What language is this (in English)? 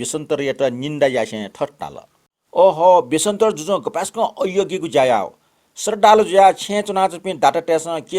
Newari